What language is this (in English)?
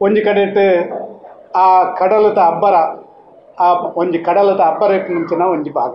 Tulu